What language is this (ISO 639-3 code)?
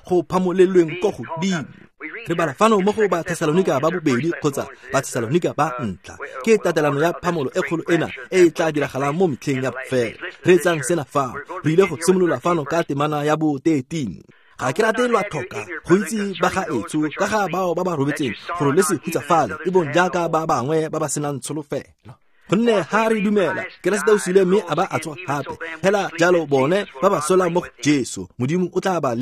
tsn